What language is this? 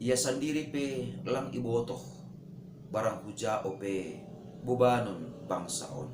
Batak Simalungun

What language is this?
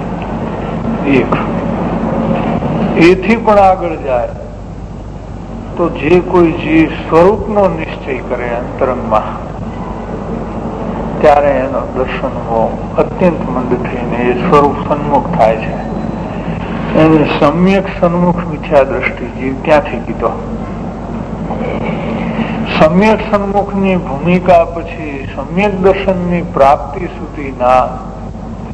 Gujarati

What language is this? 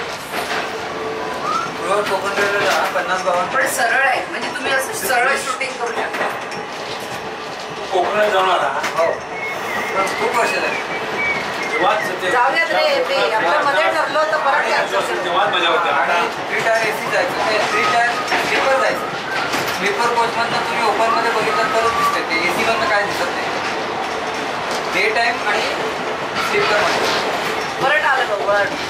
Marathi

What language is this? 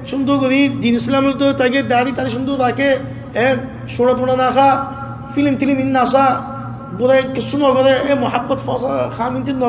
Rohingya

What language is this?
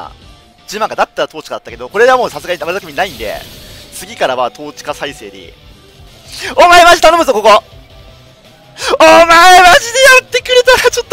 Japanese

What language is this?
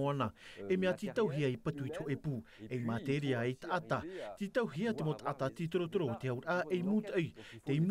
Tahitian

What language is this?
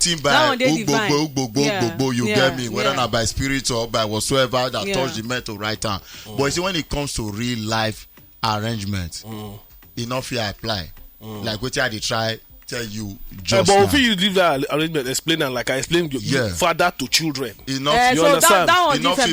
Nigerian Pidgin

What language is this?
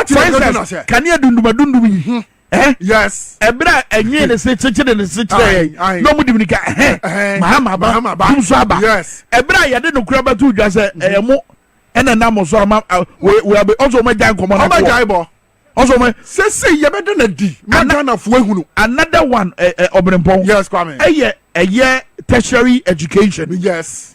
Akan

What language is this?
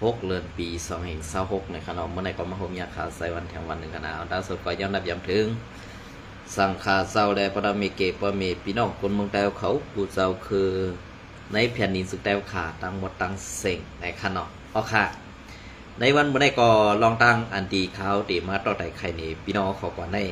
Shan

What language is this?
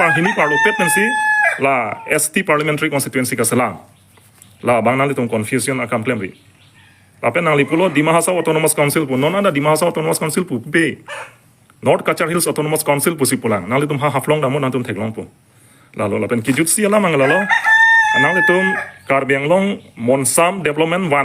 Karbi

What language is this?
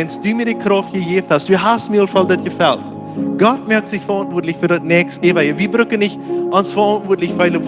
Plautdietsch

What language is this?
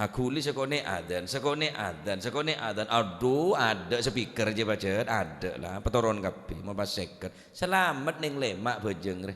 Madurese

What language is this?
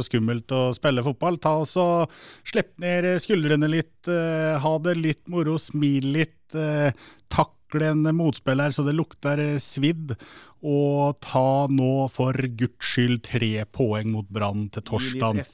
Norwegian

